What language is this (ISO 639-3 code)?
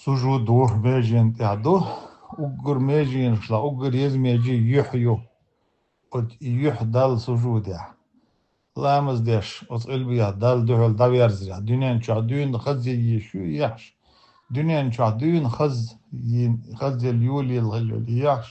che